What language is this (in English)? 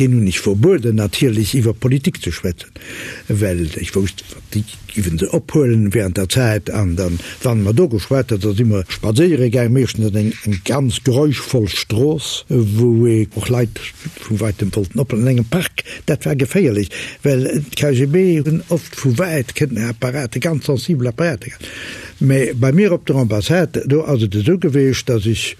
Luxembourgish